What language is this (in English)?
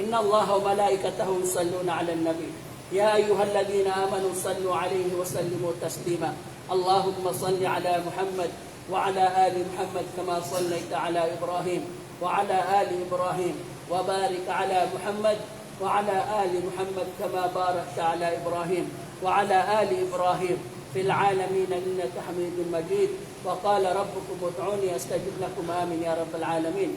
Maranao